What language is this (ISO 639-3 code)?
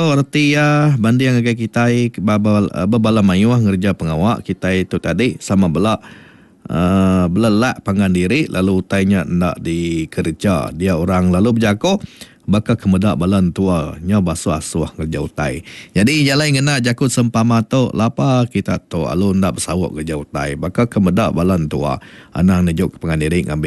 iba